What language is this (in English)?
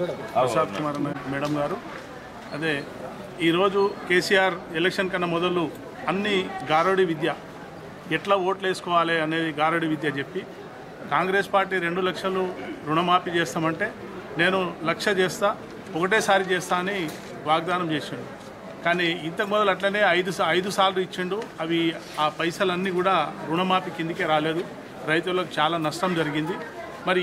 Telugu